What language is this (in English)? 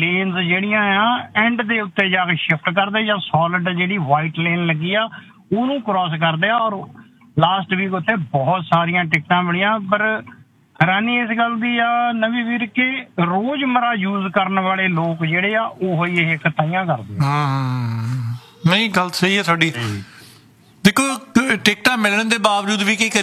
Punjabi